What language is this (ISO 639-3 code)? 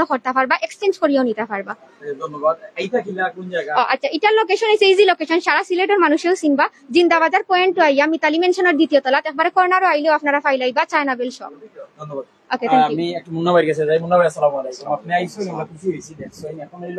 syl